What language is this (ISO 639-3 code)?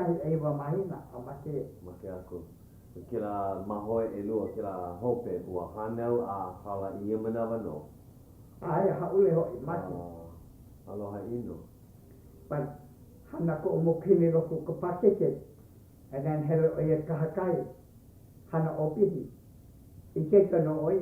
haw